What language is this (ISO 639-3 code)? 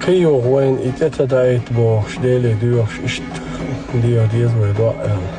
che